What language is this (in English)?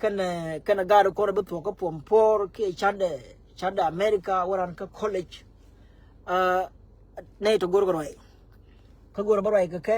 Nuer